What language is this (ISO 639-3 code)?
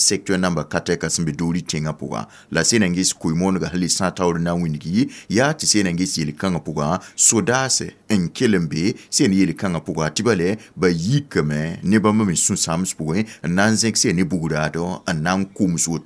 mos